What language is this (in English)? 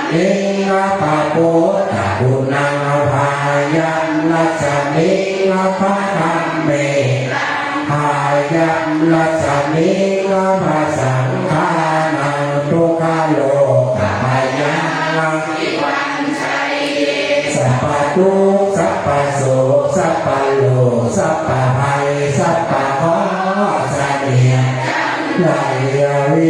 Pali